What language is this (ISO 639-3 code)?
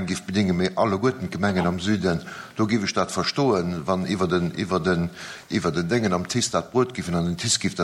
ltz